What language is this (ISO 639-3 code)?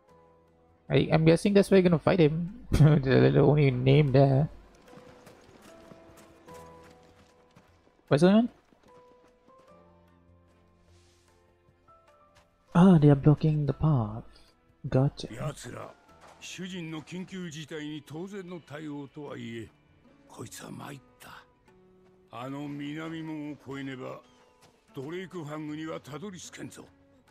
jpn